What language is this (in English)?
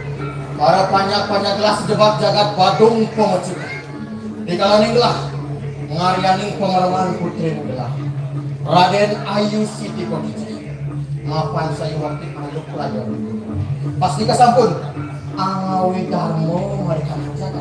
Balinese